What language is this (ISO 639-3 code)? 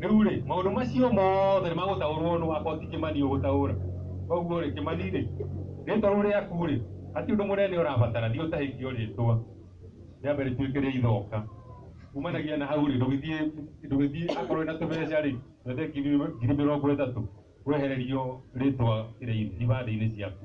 kik